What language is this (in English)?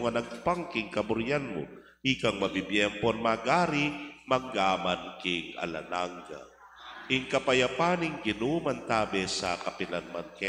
Pampanga